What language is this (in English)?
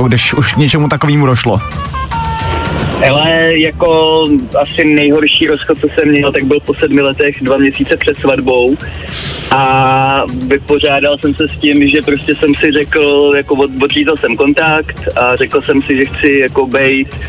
Czech